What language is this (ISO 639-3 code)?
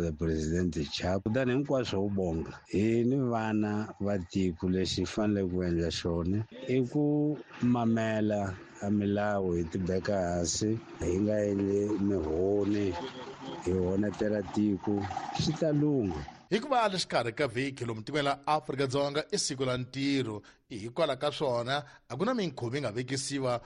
tso